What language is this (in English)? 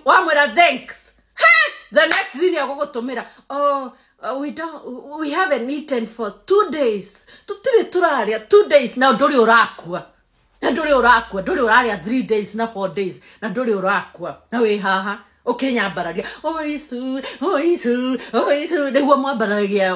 Kikuyu